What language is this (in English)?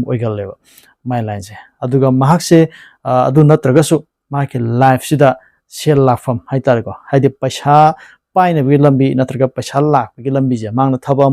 Manipuri